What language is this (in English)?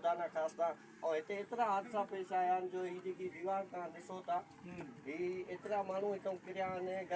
Sindhi